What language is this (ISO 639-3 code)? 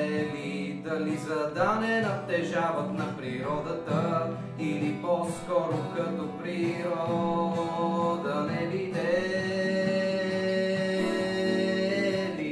bul